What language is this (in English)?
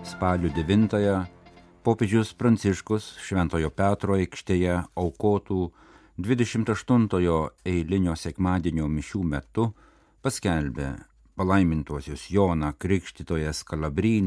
Lithuanian